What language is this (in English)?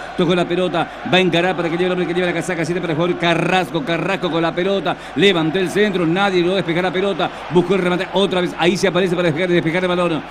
Spanish